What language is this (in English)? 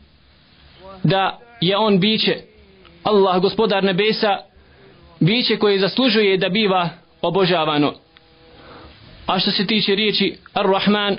Bosnian